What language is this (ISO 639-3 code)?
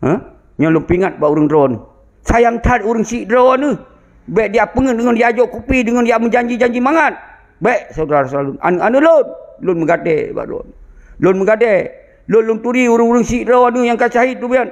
ace